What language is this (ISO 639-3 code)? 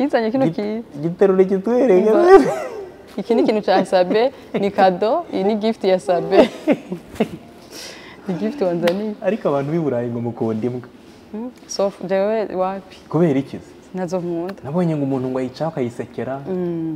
kin